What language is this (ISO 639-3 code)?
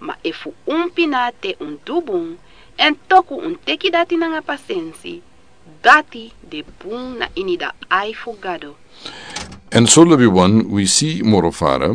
srn